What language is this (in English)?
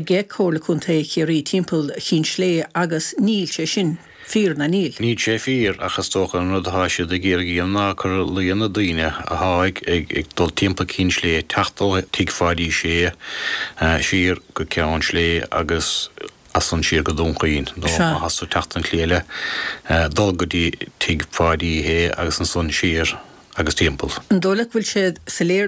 Irish